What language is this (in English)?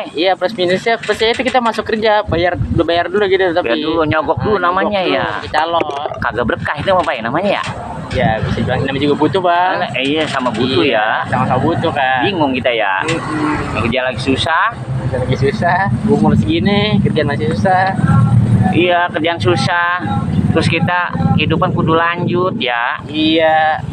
Betawi